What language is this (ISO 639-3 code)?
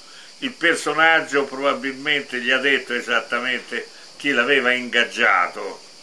ita